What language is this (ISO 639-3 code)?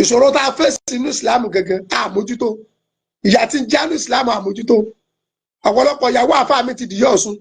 yor